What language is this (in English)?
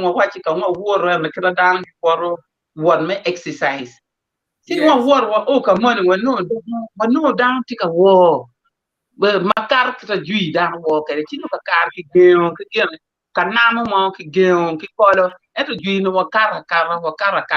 Acoli